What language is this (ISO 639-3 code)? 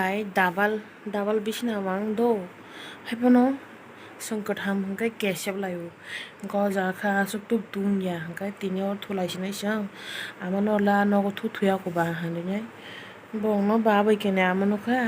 trp